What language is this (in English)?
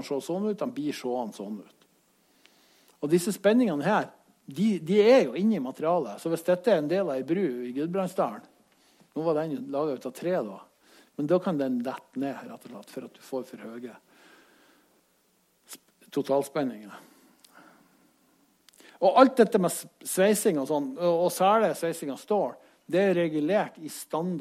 Norwegian